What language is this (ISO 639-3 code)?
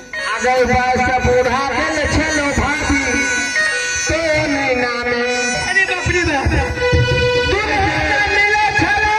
mai